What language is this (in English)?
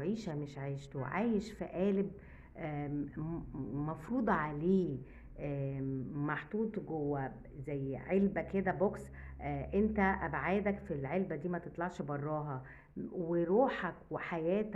Egyptian Arabic